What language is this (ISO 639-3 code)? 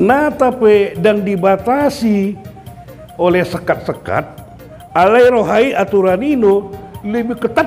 bbc